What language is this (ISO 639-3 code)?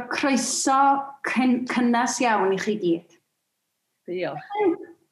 cym